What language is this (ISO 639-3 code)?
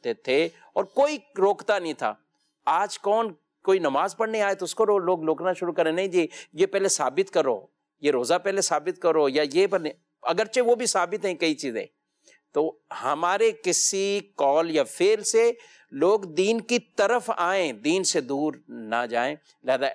urd